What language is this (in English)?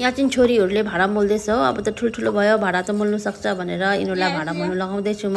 Nepali